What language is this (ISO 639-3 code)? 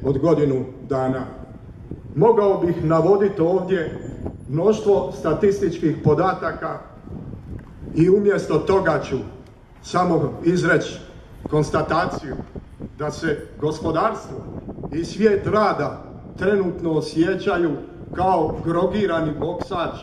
hrv